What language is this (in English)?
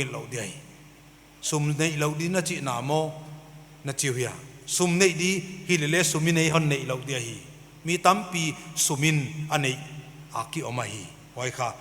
Paite Chin